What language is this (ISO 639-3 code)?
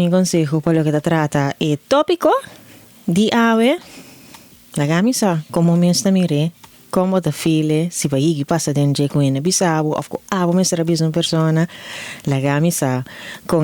pap